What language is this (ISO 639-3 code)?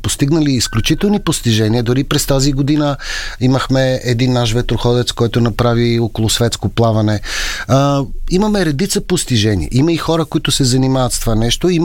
bul